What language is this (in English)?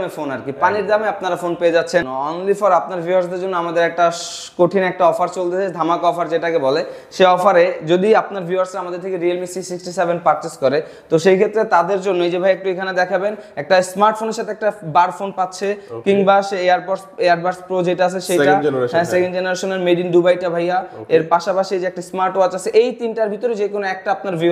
Bangla